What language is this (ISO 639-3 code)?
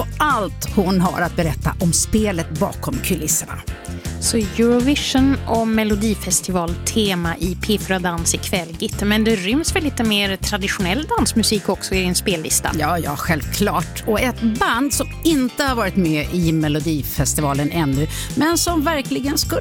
swe